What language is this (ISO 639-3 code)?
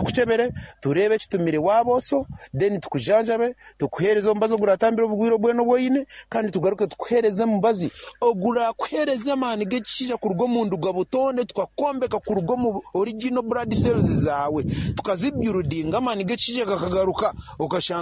nyn